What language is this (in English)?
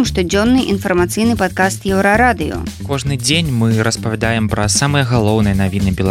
Belarusian